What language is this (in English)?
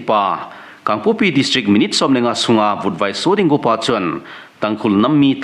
Thado Chin